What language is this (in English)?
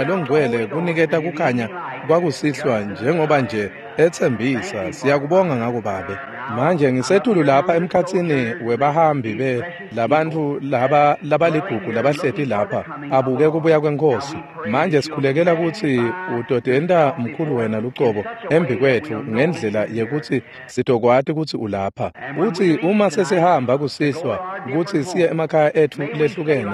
Swati